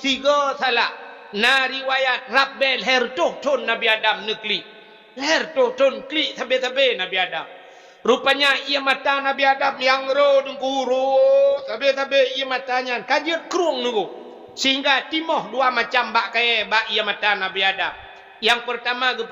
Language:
Achinese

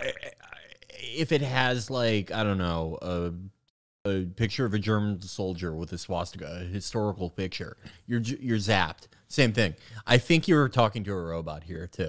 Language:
English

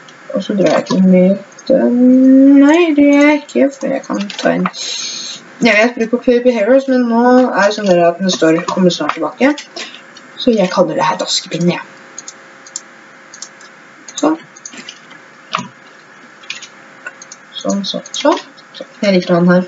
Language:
Norwegian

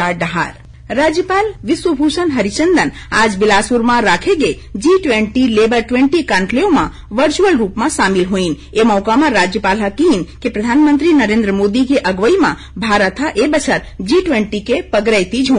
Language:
Chhattisgarhi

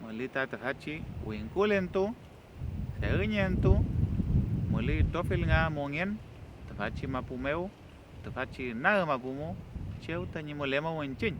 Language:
Mapuche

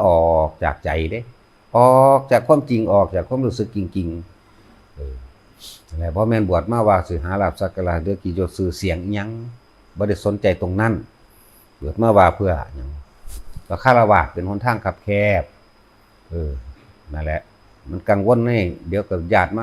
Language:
Lao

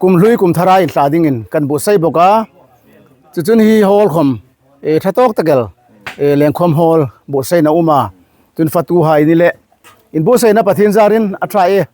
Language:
Hmar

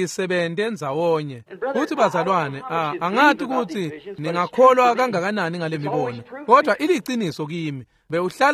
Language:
Swati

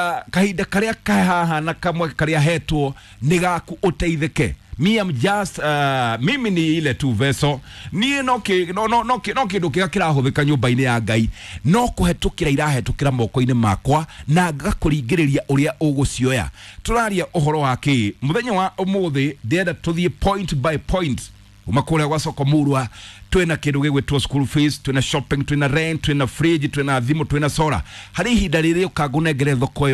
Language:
Kikuyu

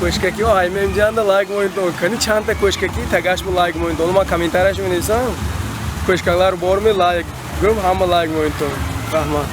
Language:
Tajik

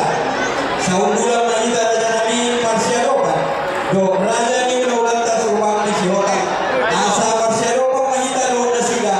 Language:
Batak Toba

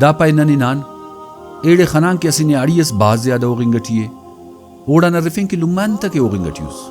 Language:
Brahui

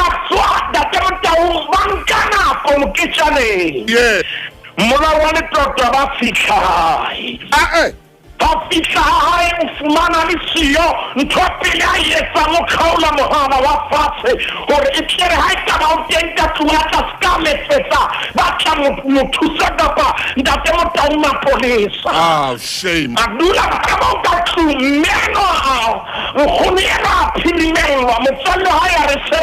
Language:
Southern Sotho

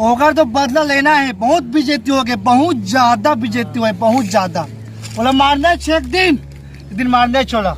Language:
Chhattisgarhi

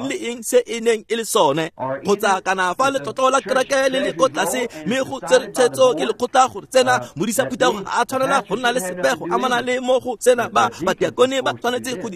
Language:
Tswana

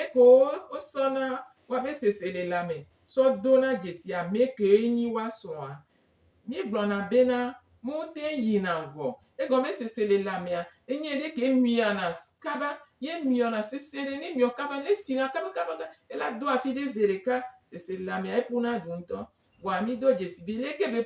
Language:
Gen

